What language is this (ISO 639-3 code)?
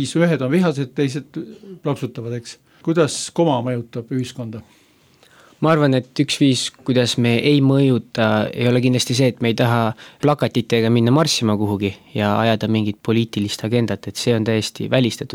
est